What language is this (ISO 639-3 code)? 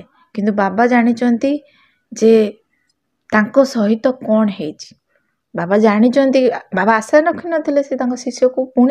ori